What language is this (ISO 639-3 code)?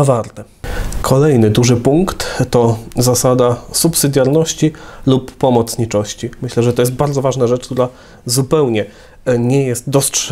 pol